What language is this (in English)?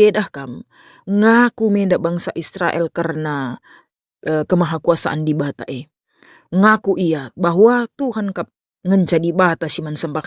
Batak Karo